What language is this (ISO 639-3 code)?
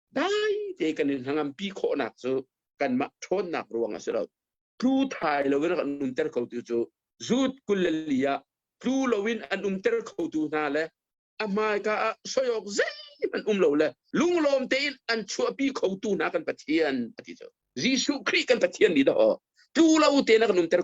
cnh